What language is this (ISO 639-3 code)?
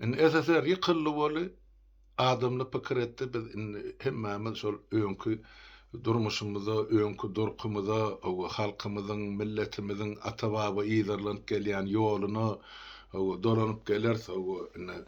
tuk